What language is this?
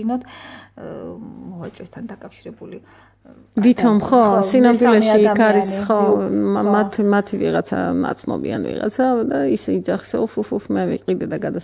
Georgian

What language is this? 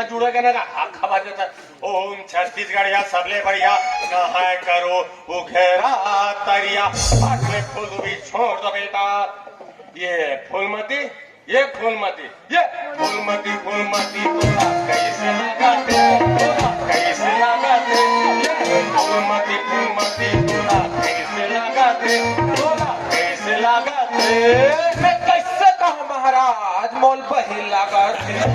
Chhattisgarhi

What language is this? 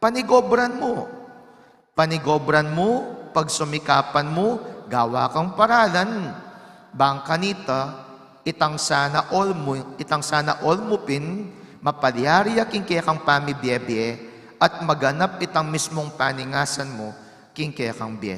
Pampanga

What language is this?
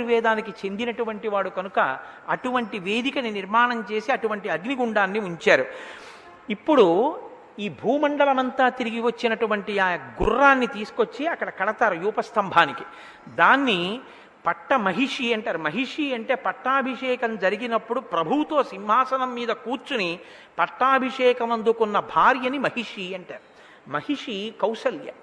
Telugu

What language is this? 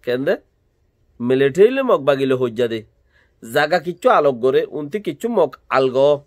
Rohingya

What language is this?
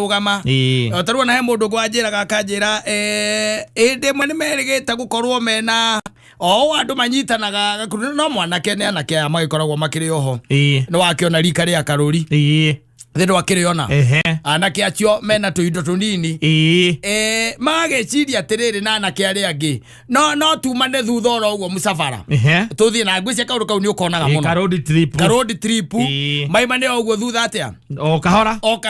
Kikuyu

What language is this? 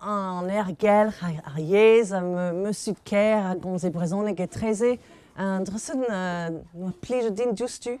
Breton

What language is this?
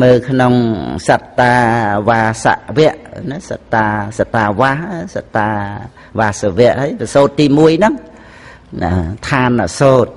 Khmer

